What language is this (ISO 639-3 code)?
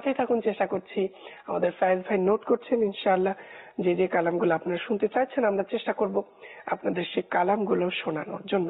ben